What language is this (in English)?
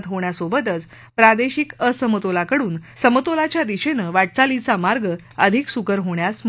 Marathi